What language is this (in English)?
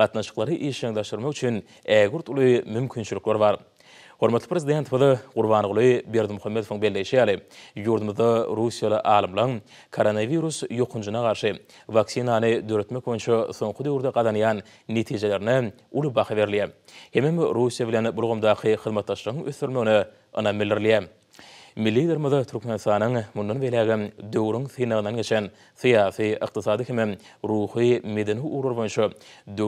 Turkmen